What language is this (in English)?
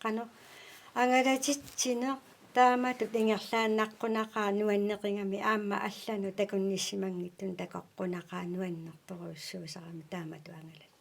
Kalaallisut